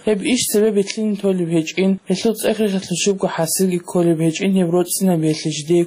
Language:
Avaric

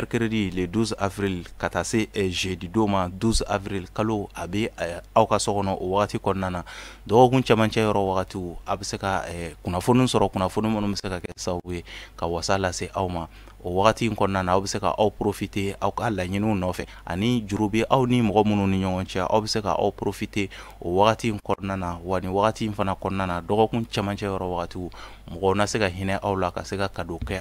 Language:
Bambara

